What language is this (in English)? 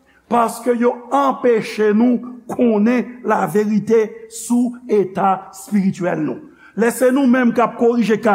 Haitian Creole